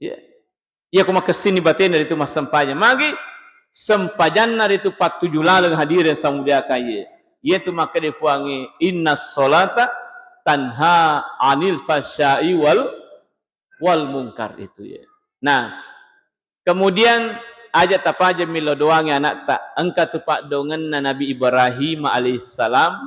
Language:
Buginese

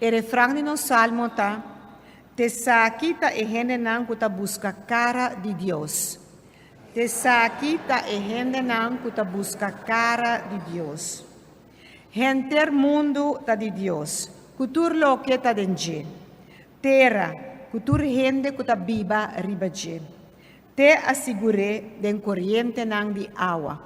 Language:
Papiamento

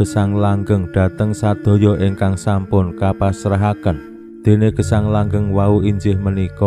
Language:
Javanese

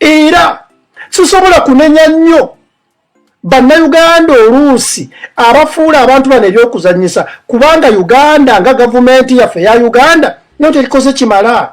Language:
Ganda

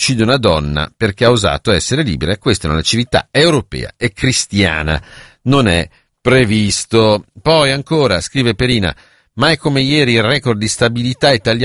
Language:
Italian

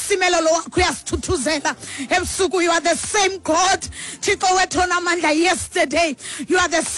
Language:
Xhosa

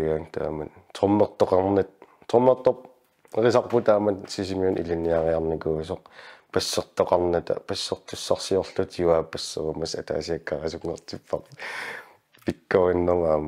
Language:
Kalaallisut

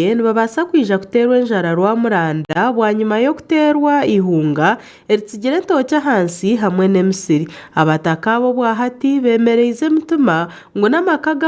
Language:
Nyankole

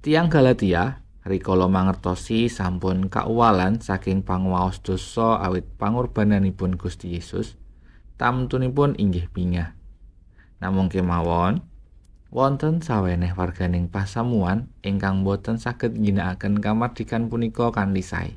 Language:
Javanese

